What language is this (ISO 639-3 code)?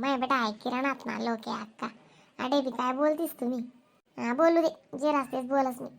khn